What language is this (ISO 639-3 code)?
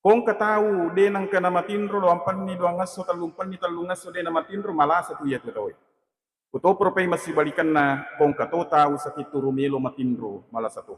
bug